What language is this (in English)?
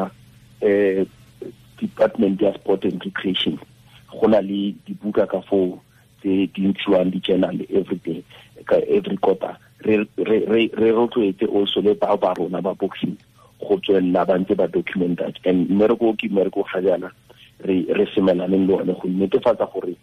Tswana